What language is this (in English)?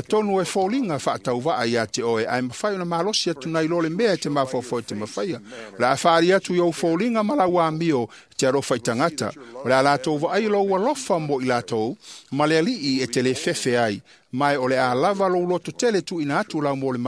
Samoan